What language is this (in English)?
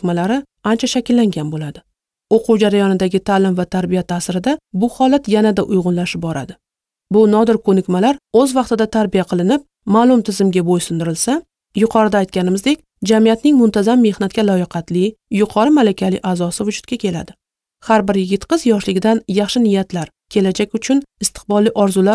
Uzbek